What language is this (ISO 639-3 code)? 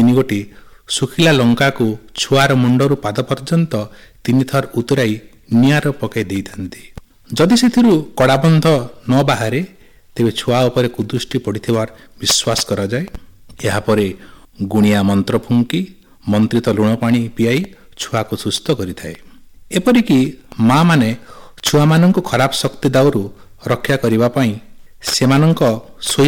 ori